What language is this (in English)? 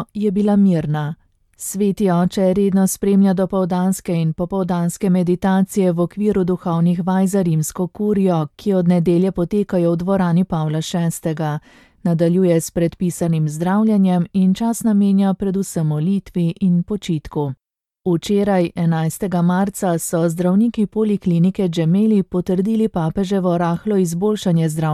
Slovenian